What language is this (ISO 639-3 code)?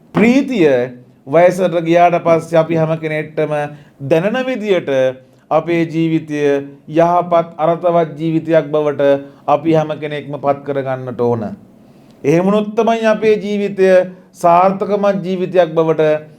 sin